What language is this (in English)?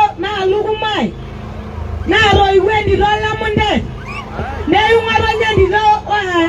Masai